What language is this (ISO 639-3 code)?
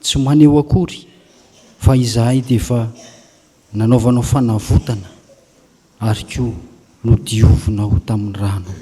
mlg